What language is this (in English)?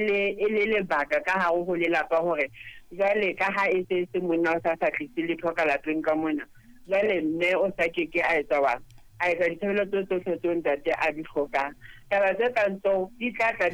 Southern Sotho